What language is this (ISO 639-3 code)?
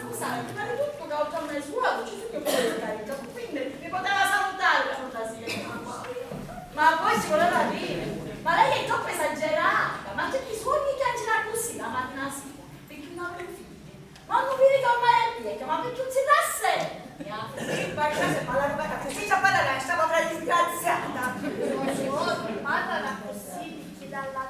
scn